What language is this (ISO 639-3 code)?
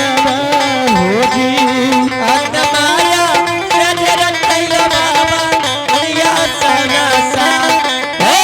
anp